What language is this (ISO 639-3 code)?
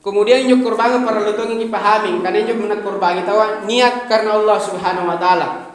mak